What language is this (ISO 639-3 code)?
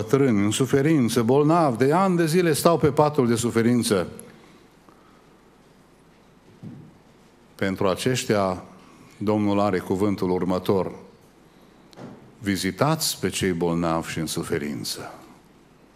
ron